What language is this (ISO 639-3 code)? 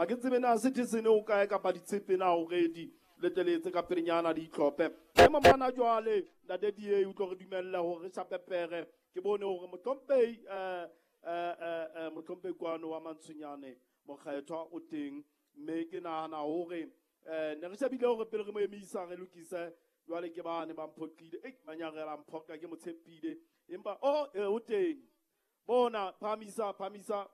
sot